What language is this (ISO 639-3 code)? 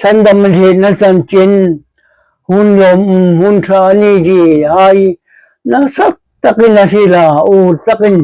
hmr